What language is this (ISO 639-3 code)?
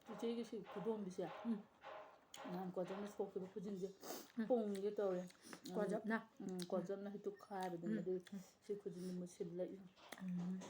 mni